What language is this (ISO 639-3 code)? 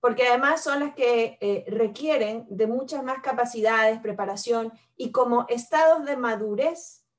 spa